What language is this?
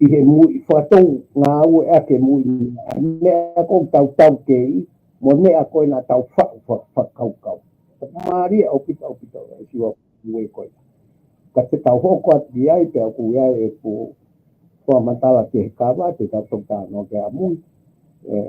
Tongan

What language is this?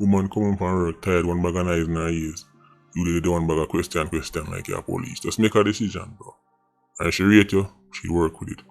Jamaican Creole English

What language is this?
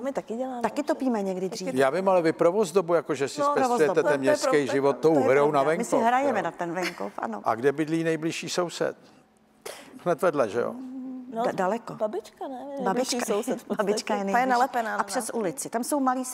Czech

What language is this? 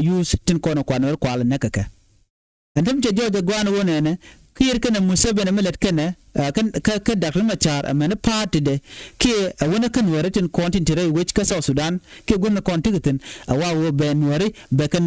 Nuer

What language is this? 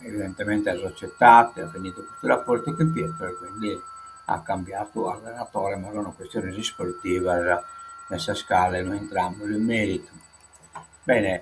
Sardinian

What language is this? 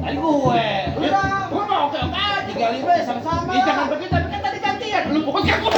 Betawi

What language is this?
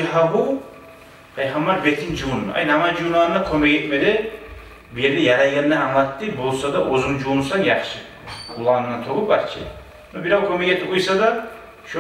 Kumyk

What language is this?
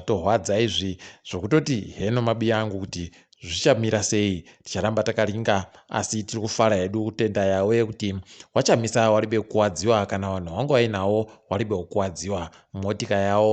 Ndau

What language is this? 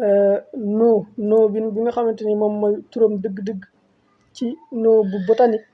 Wolof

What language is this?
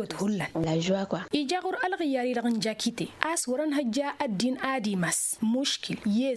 Tamasheq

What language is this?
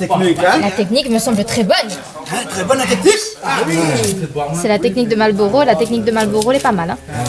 Réunion Creole French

